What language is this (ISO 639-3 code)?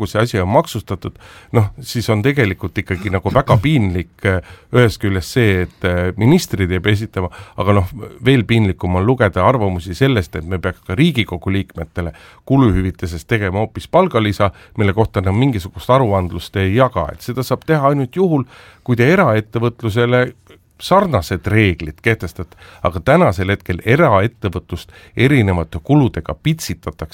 est